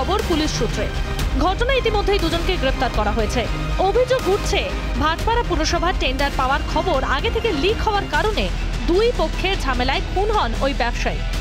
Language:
Bangla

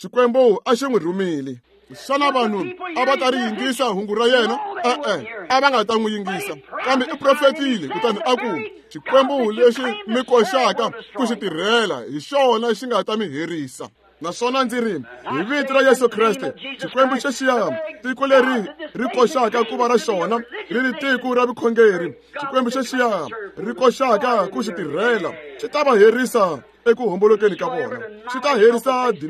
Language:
Tsonga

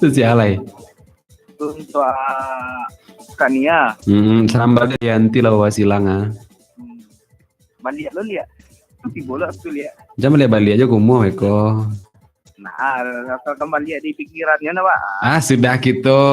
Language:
Minangkabau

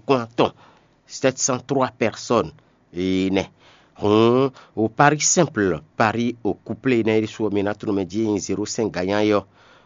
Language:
Fon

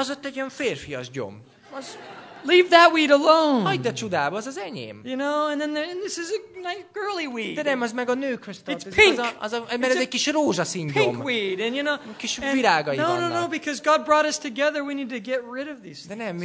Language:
Hungarian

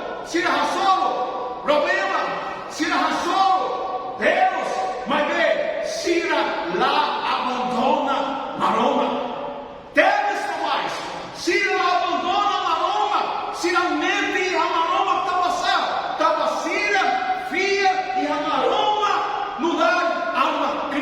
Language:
Tetum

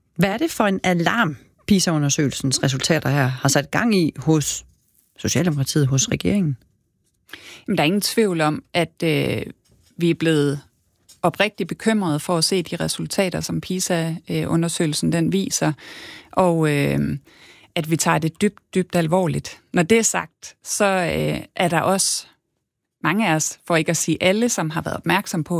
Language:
Danish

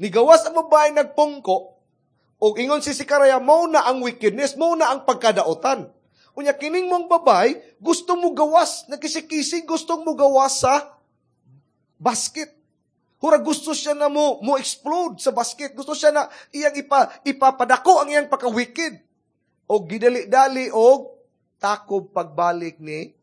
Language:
Cebuano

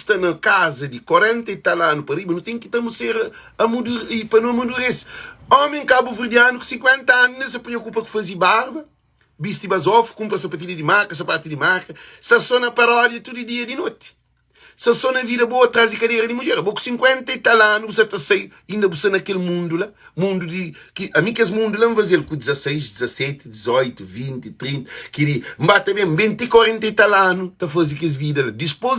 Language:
Kabuverdianu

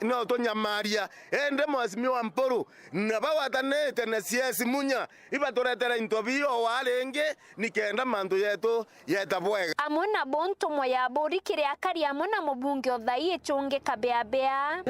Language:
Meru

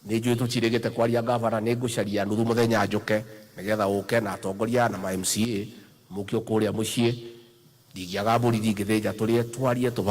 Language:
Kikuyu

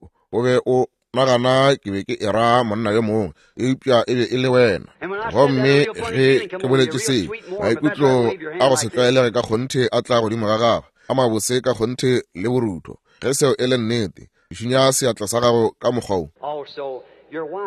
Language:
Northern Sotho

